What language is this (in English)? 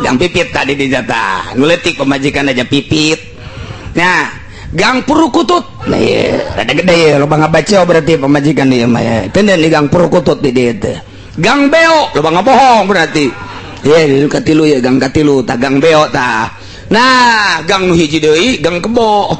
Sundanese